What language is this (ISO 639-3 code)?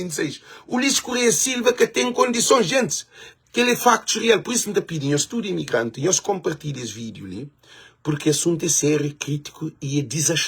kea